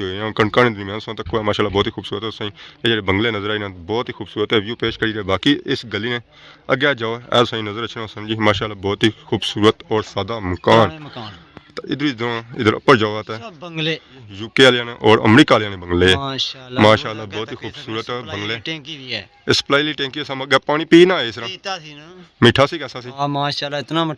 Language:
Pahari-Potwari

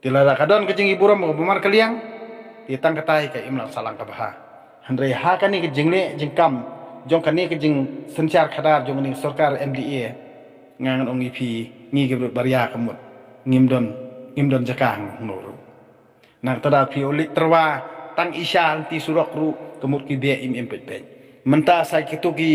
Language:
Khasi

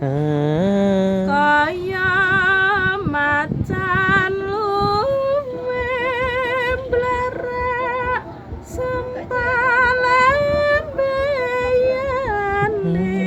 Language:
Javanese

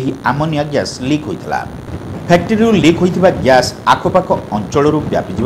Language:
Odia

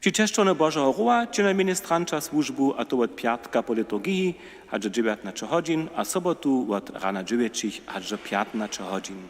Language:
Upper Sorbian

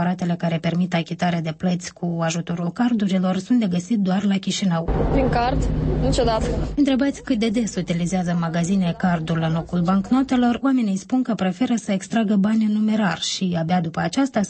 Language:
Romanian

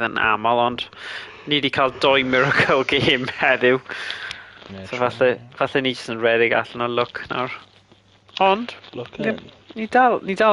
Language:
Welsh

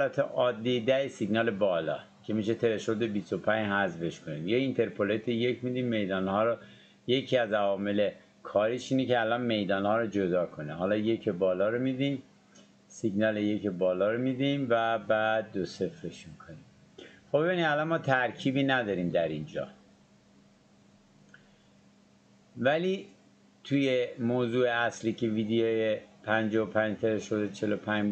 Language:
Persian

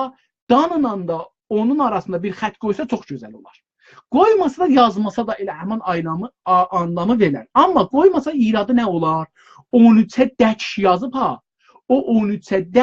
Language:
South Azerbaijani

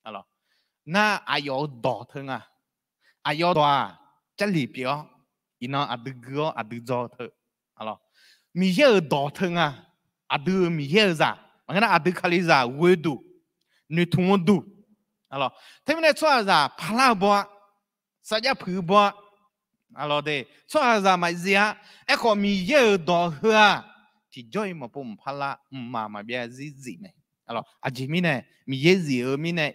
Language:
Akha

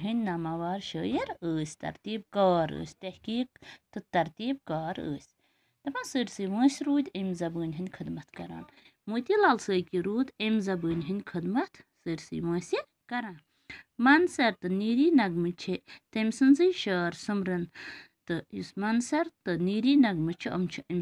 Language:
Kashmiri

